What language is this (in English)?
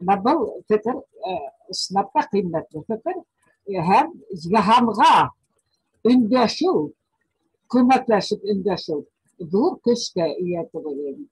Bashkir